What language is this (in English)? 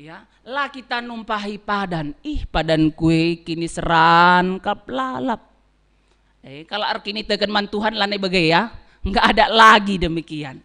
Batak Karo